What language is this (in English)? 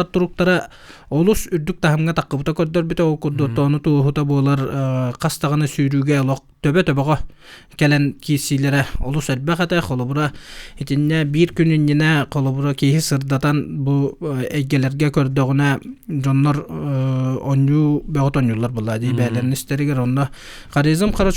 Yakut